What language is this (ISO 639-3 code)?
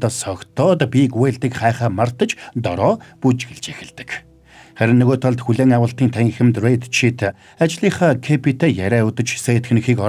mon